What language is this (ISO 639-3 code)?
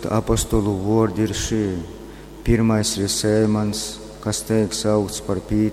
ltg